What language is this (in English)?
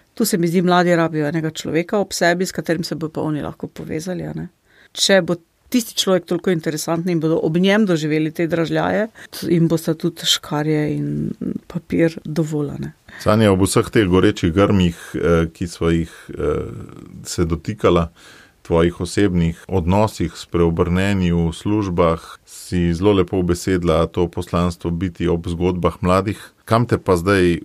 Slovenian